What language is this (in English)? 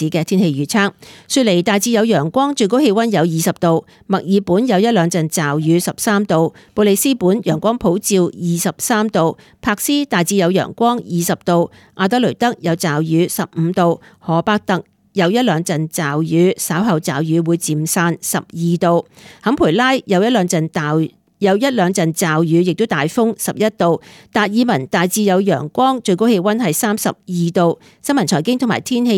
Cantonese